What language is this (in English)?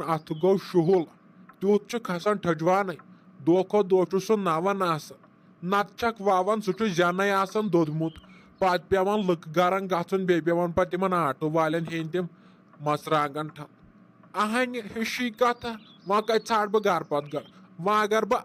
Kashmiri